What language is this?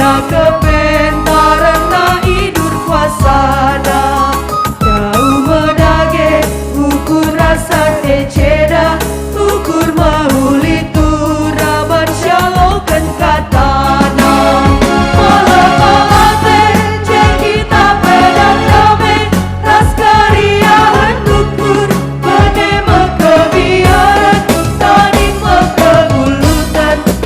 Batak Karo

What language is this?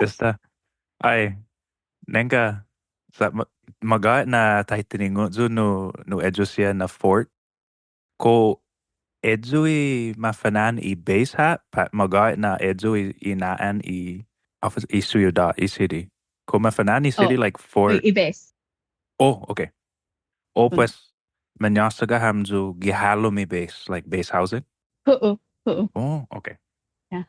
Chamorro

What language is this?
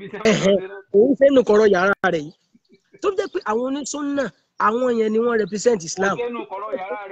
Yoruba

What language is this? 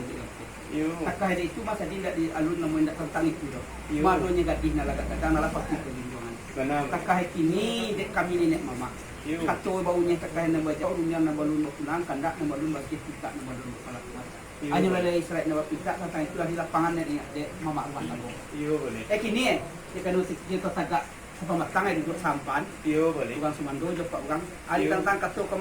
Minangkabau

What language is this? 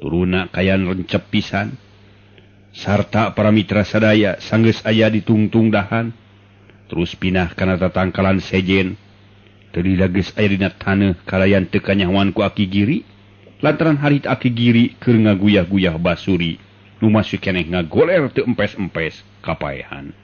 Sundanese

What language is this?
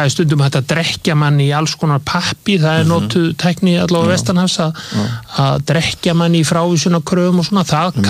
Icelandic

